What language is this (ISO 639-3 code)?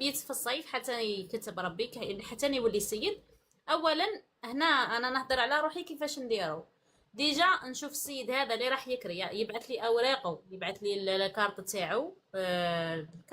arq